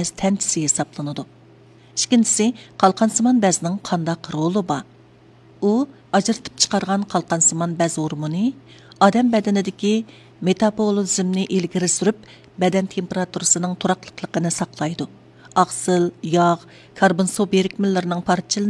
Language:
Uyghur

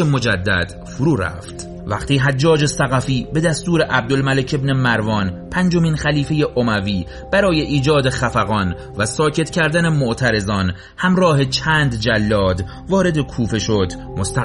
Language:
Persian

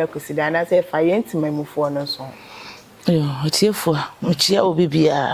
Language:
Akan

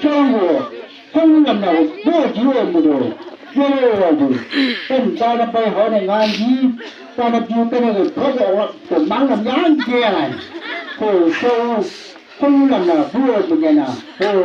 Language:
Chang Naga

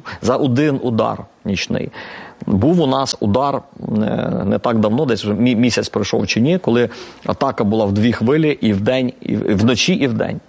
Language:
Ukrainian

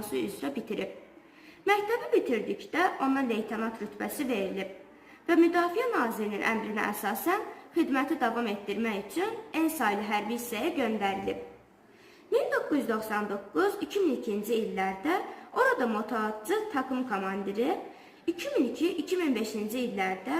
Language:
Azerbaijani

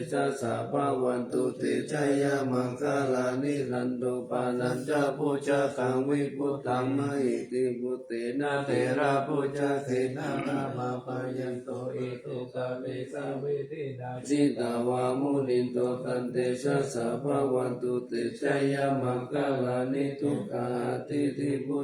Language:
Pali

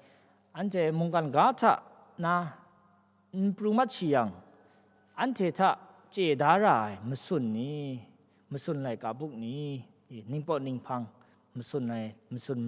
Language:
Kachin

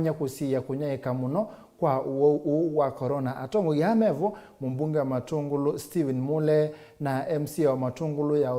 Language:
Kamba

